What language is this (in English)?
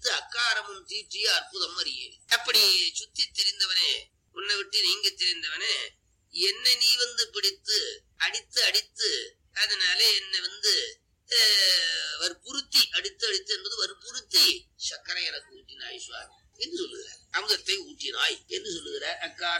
Tamil